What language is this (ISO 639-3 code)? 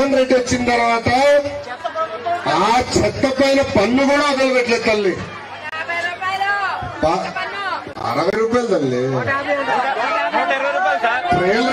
tel